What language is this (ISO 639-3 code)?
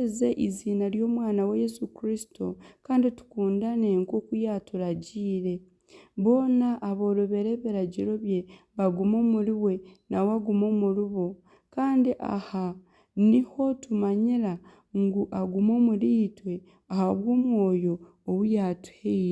nyn